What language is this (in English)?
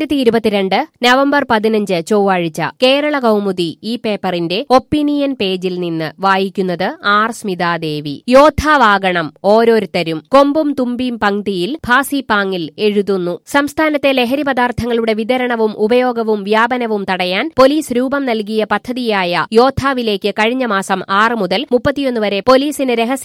Malayalam